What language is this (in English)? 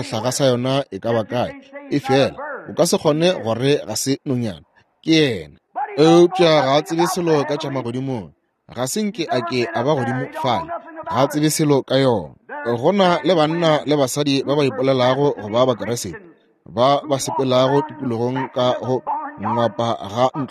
Northern Sotho